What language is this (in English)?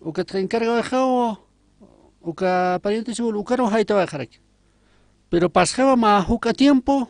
Aymara